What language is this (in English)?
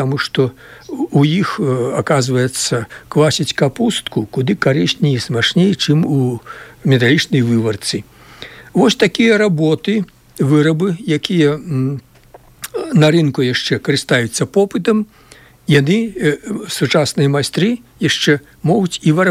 Belarusian